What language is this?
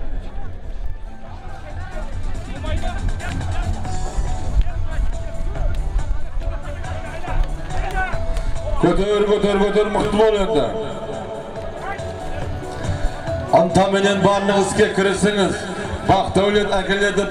Kazakh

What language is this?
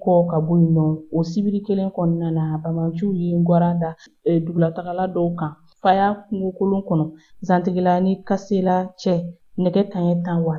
Bambara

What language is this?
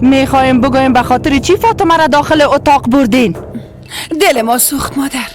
Persian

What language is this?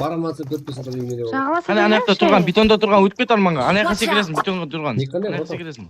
Kara-Kalpak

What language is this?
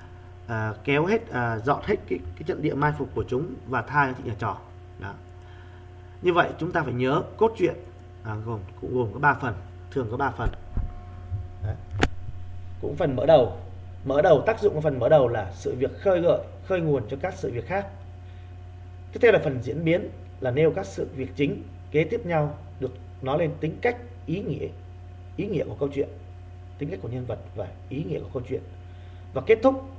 Vietnamese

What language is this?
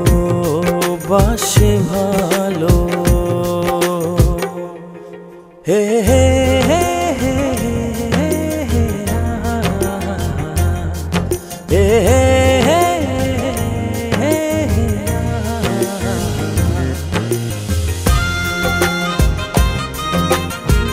Bangla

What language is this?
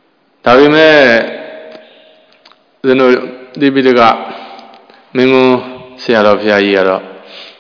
Burmese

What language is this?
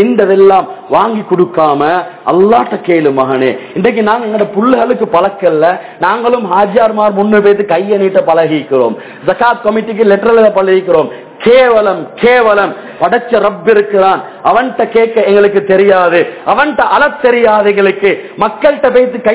Tamil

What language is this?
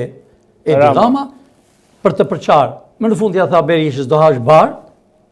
Albanian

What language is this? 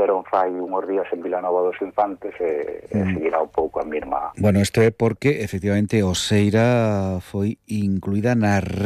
Galician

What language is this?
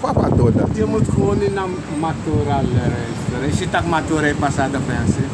Sranan Tongo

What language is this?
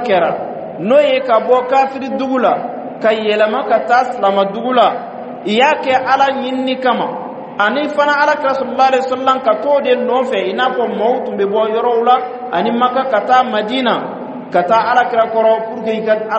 Bambara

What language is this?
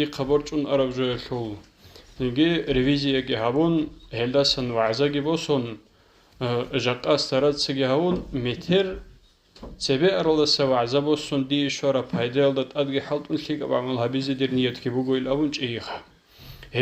Avaric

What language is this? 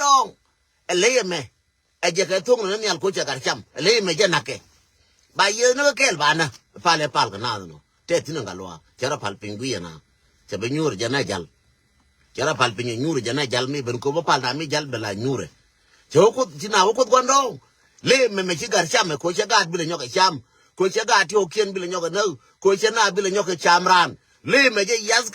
Nuer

